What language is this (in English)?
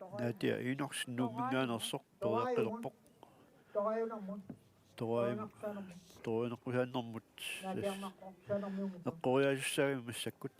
Kalaallisut